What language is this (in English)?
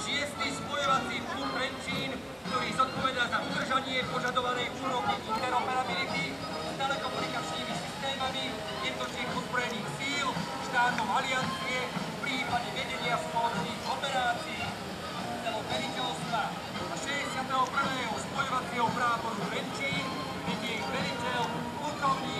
Slovak